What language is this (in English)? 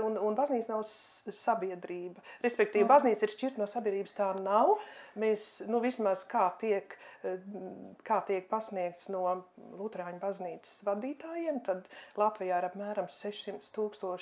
Latvian